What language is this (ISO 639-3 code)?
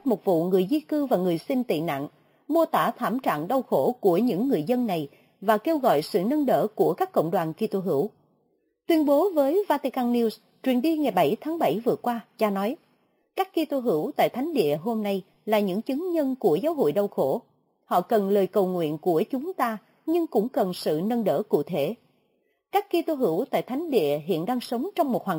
vie